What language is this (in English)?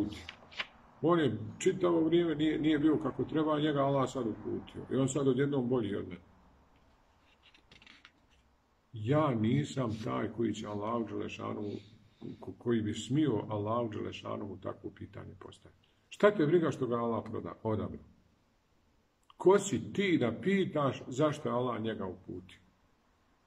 Bosnian